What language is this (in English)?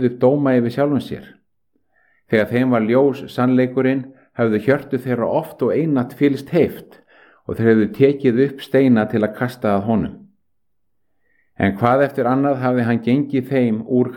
Icelandic